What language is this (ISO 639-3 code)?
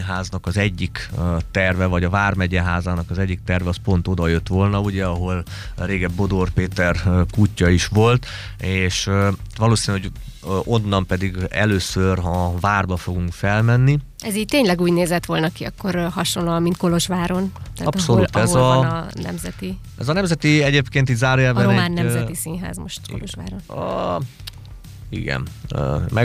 hun